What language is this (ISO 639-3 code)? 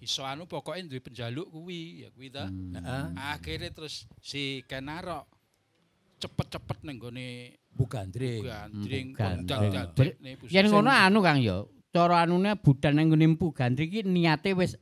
jav